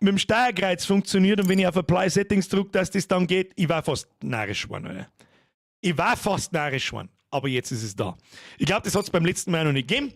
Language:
Bavarian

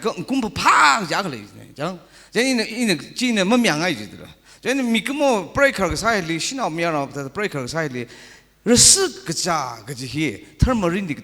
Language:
Tangkhul Naga (India)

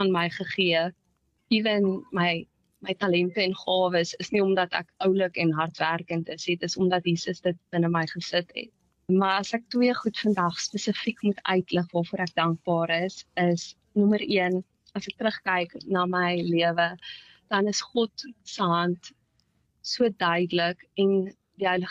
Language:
Afrikaans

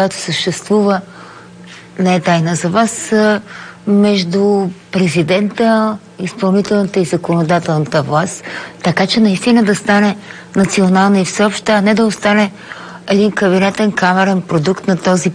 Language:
Bulgarian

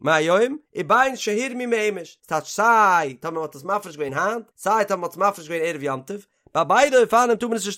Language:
Yiddish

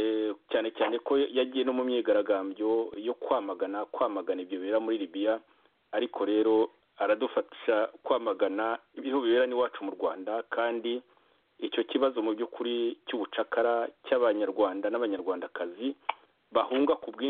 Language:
Kinyarwanda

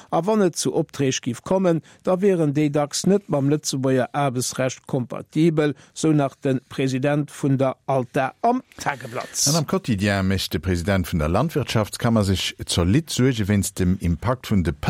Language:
Luxembourgish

